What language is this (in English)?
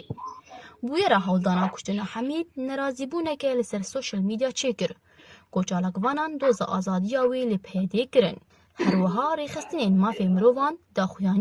Kurdish